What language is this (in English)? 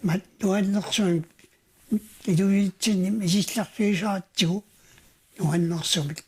Kalaallisut